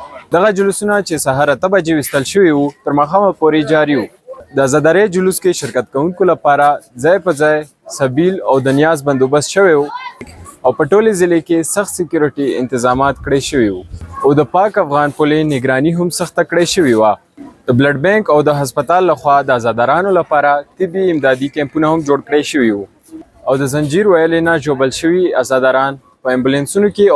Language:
Pashto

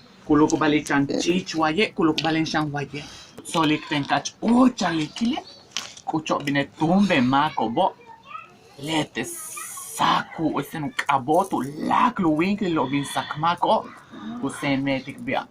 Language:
Yucateco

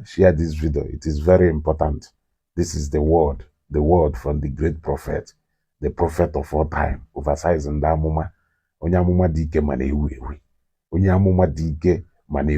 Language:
Igbo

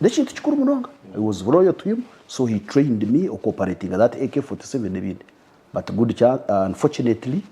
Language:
Nyankole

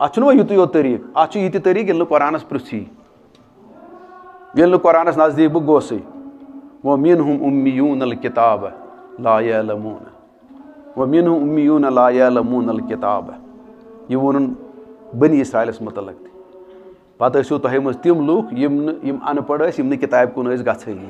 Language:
Kashmiri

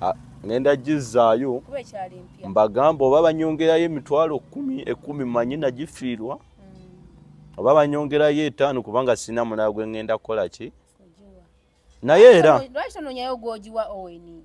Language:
Ganda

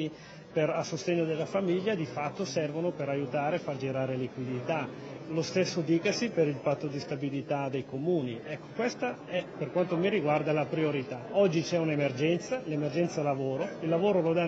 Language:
Italian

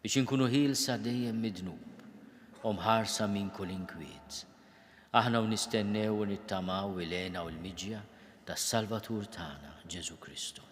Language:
Maltese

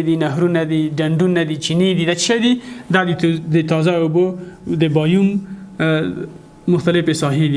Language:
Pashto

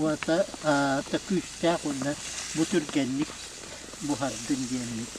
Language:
Yakut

